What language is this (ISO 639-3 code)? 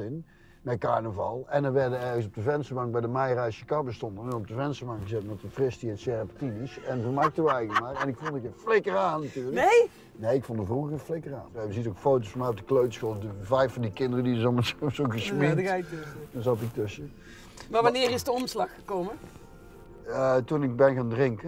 lim